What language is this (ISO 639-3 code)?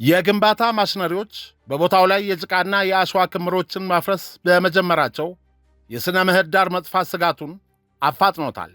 amh